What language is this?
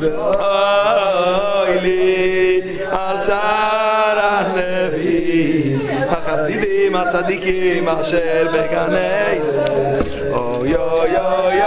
Yiddish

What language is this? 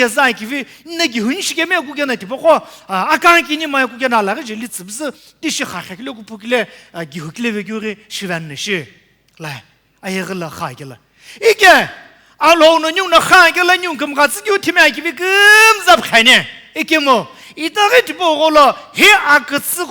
Sumi Naga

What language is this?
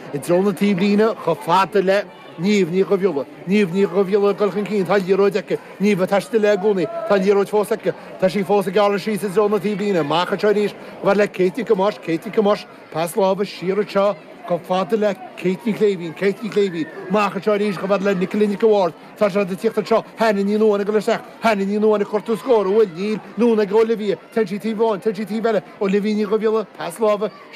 Irish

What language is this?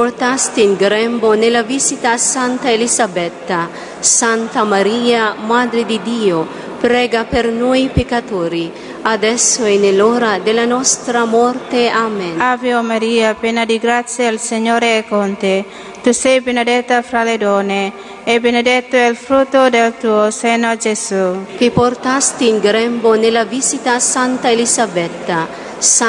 Italian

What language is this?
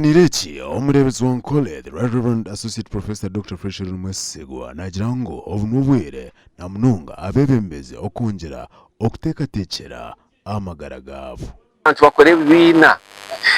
Nyankole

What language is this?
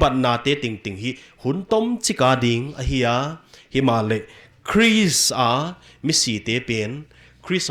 Paite Chin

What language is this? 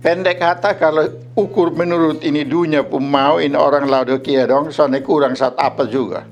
Kupang Malay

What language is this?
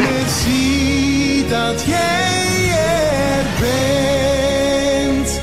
Limburgish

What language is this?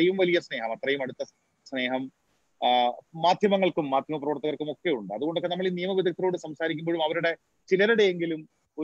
Malayalam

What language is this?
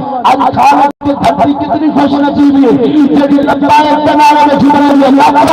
Saraiki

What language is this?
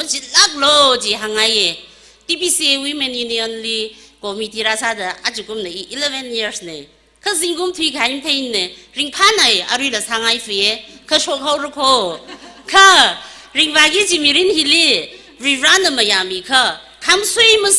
Tangkhul Naga (India)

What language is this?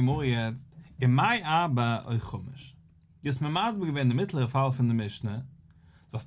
Yiddish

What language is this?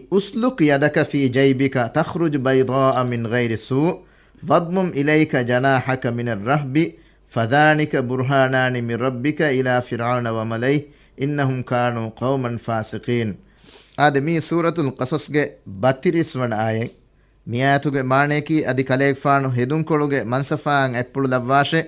Divehi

